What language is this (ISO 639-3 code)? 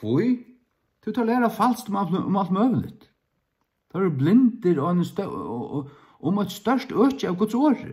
fao